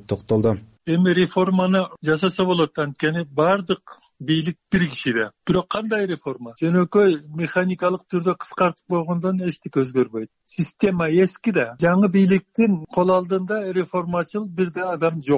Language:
Kyrgyz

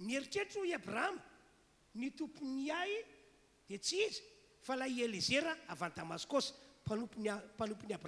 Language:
Malagasy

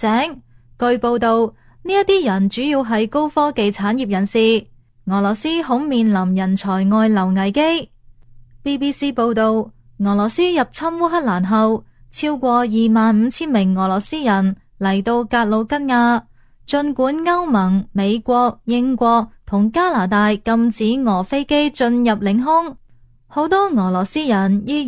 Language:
Cantonese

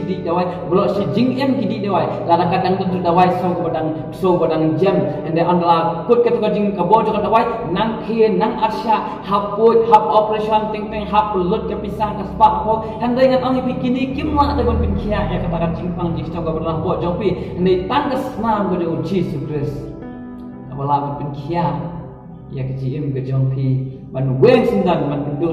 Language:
Khasi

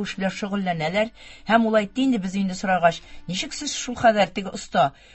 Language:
Tatar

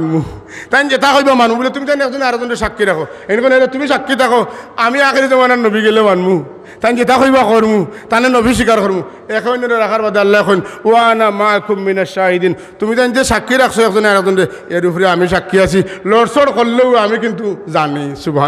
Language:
Sylheti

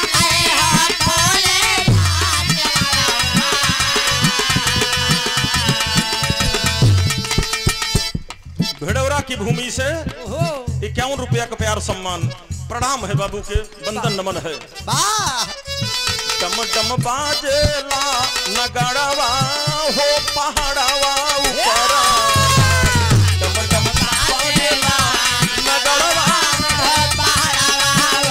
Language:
Bhojpuri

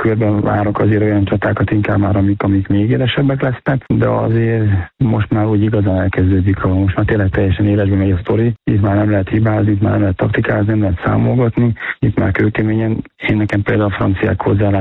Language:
Hungarian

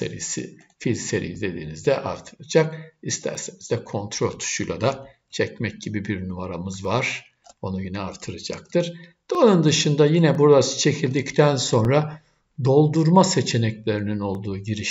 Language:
Turkish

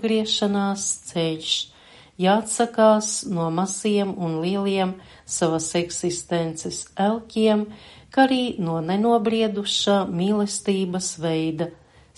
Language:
Latvian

